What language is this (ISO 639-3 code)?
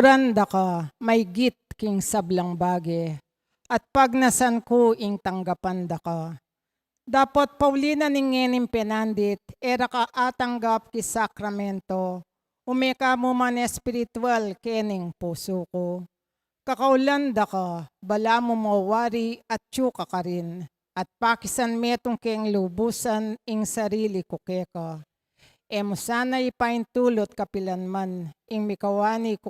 pam